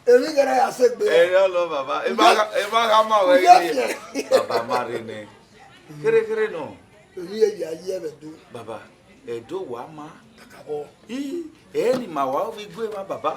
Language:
Bini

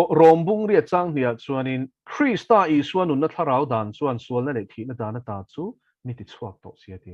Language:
Mizo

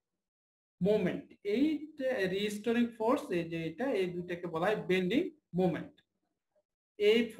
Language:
Bangla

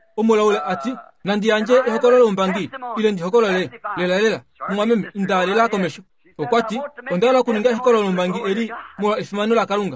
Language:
Kuanyama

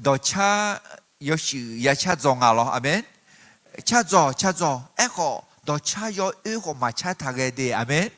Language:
Akha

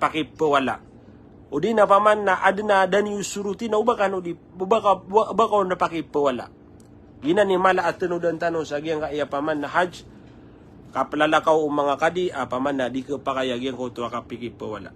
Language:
Maranao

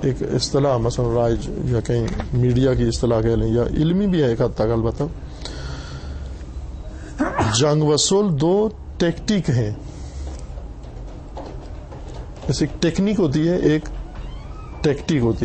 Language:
Urdu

